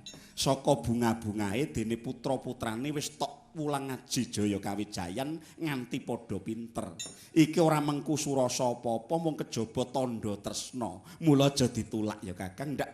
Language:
Javanese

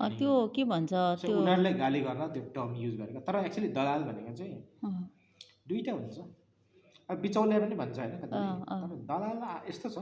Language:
Nepali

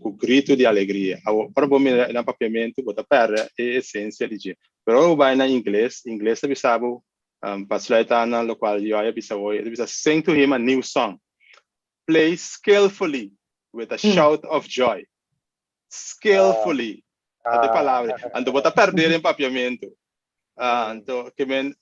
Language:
Papiamento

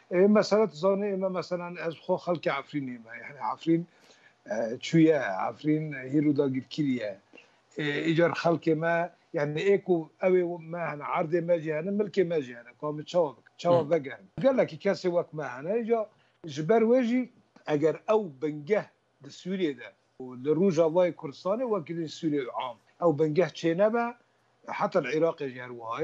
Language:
Kurdish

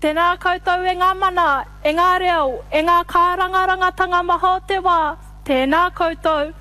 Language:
Māori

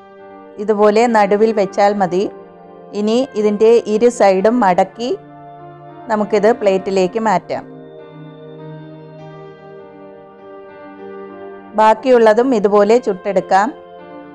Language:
Malayalam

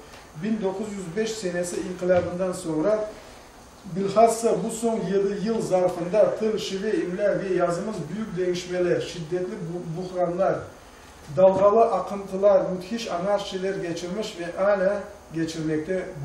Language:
Crimean Tatar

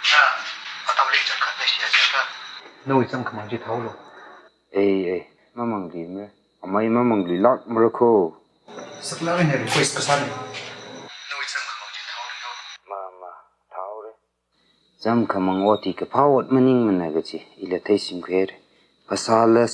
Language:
Tangkhul Naga (India)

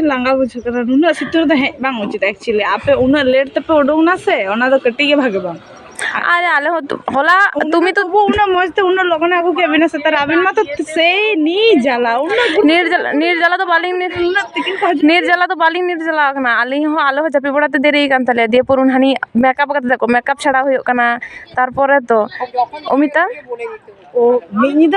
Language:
Santali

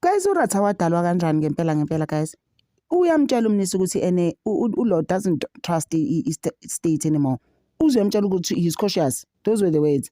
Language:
Zulu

